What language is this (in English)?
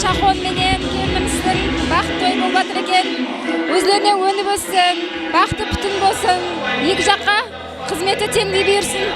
Kara-Kalpak